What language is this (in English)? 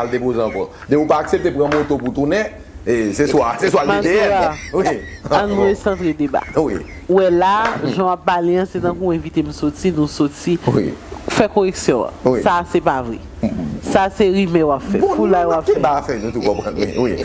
Haitian Creole